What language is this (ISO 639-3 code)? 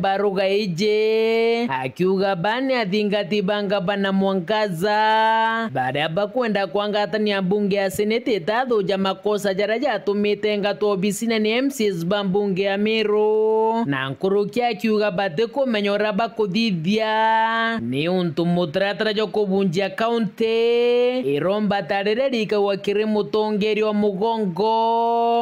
mer